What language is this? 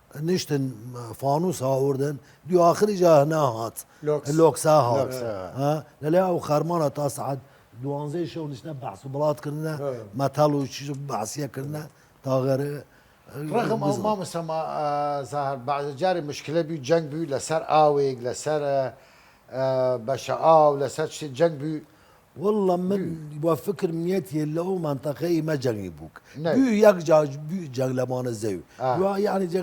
Southern Kurdish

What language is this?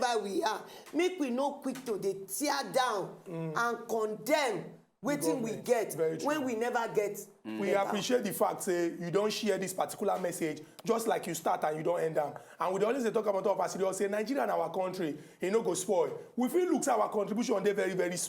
Nigerian Pidgin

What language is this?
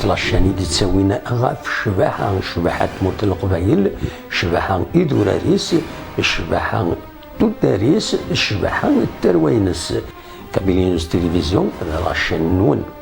Kabyle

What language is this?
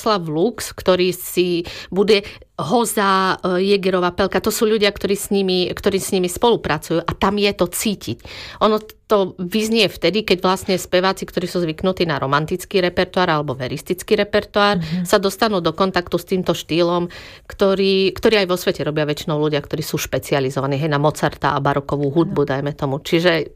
Slovak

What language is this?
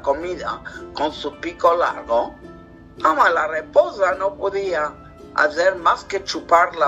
Ladino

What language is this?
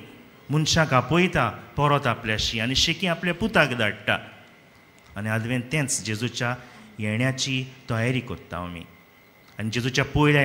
Konkani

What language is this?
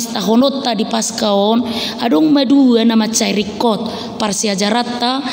Batak Toba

